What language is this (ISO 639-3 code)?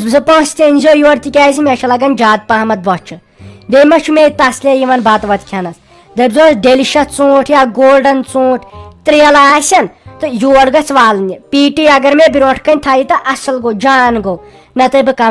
kas